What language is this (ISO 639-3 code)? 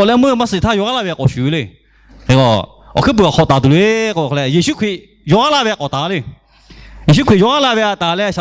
lhu